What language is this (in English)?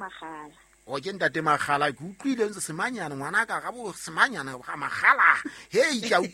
Southern Sotho